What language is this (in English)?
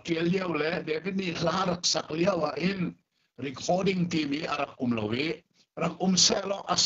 Hakha Chin